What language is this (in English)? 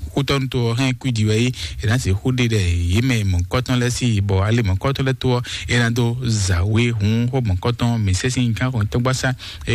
Fon